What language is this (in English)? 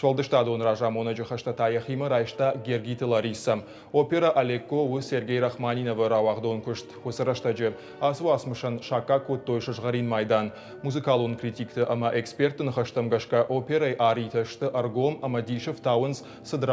Ossetic